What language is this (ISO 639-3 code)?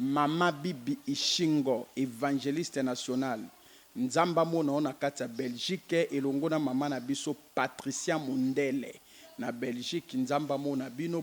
lin